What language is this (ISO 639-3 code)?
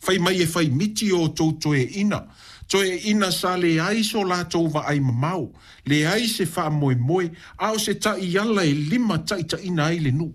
smo